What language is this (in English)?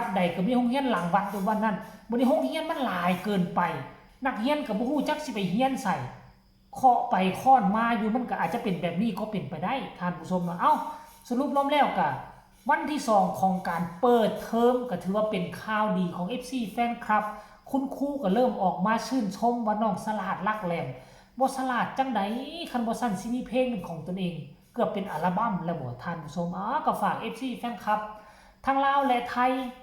Lao